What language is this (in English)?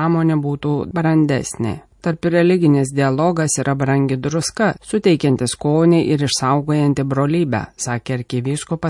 Lithuanian